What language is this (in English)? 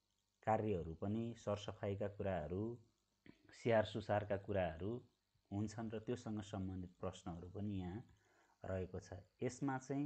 Nepali